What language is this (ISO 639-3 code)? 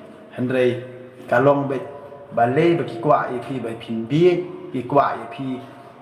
kha